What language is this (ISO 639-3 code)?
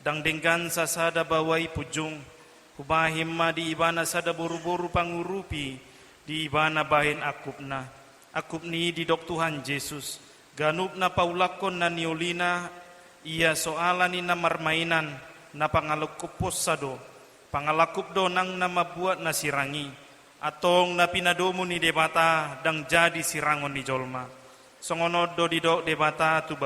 bbc